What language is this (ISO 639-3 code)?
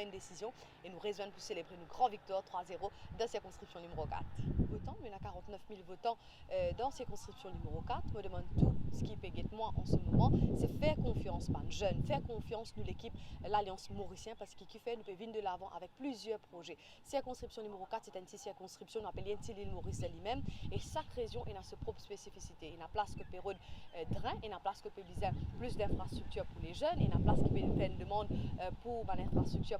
mfe